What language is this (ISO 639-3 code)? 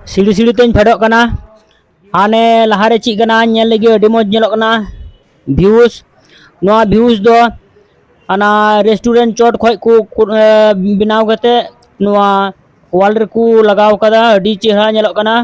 sat